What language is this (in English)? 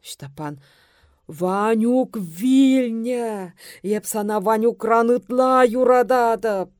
Chuvash